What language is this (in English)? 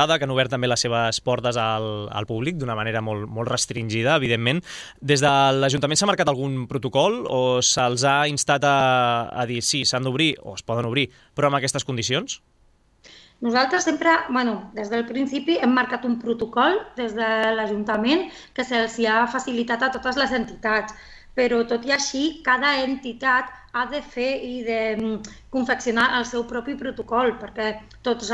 Catalan